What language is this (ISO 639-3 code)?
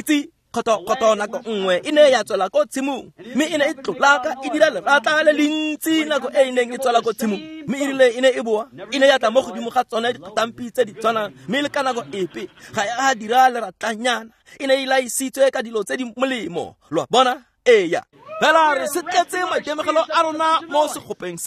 tsn